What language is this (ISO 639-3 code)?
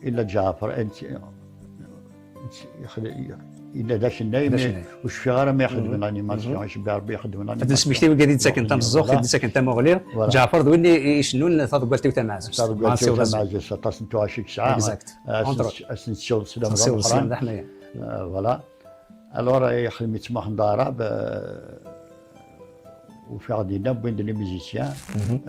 kab